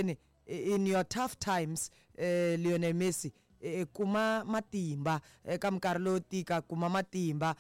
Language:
Tsonga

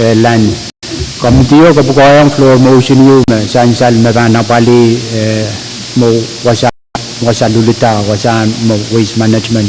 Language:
Pohnpeian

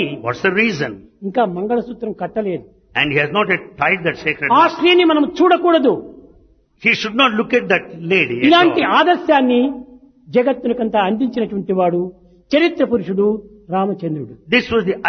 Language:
Telugu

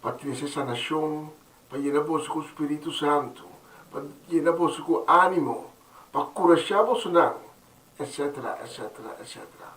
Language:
Papiamento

